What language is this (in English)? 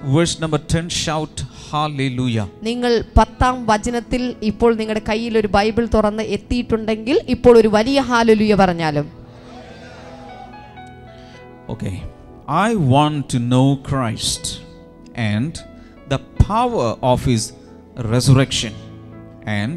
Malayalam